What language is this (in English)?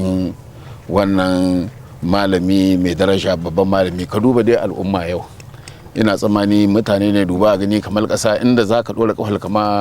Hausa